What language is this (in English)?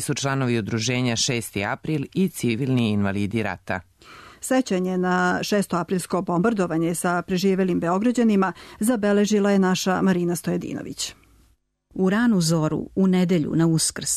Serbian